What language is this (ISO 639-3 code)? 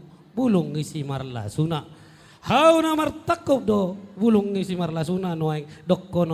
bbc